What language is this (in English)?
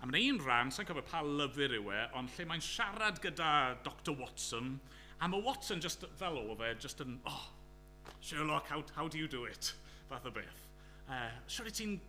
Welsh